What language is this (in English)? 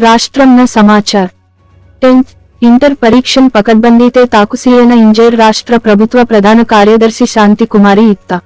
Gondi